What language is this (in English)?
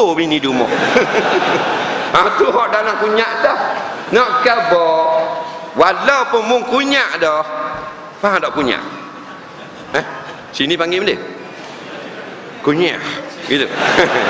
Malay